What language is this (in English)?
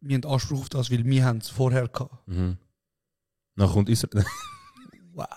Swiss German